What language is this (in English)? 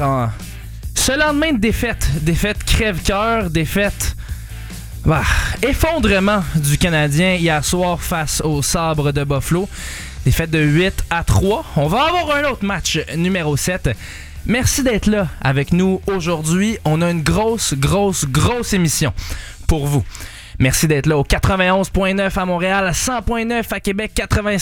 French